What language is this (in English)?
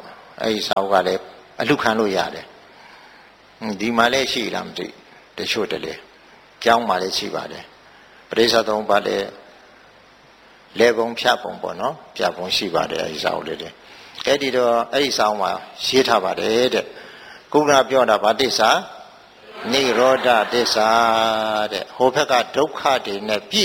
Burmese